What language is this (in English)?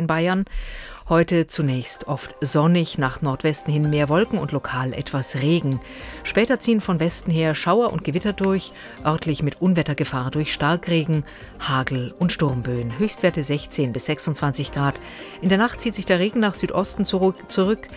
German